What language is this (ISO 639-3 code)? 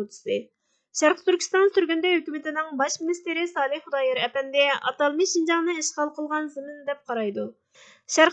uig